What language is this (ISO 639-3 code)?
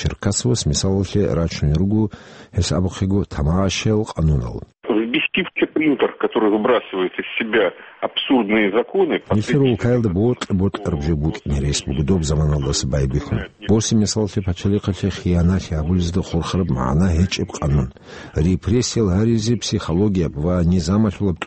ava